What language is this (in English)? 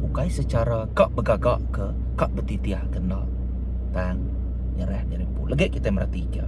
Iban